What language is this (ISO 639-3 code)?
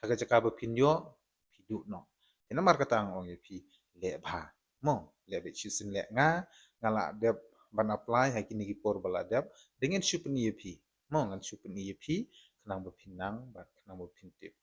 kha